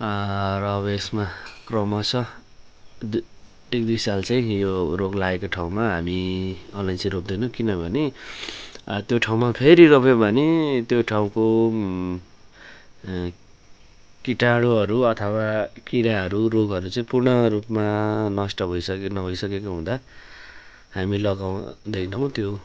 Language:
Nepali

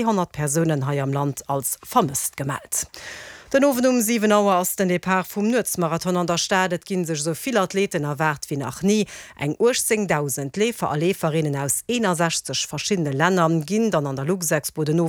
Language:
Luxembourgish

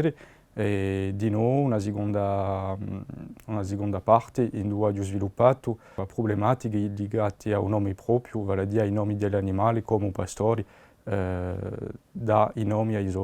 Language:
Corsican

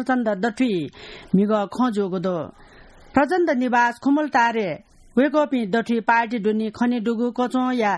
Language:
Newari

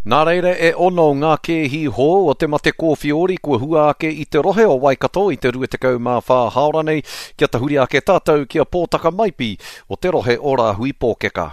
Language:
Māori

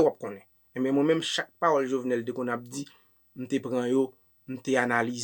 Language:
Haitian Creole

